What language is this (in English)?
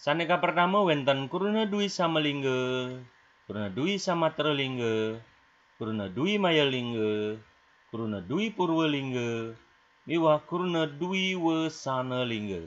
Balinese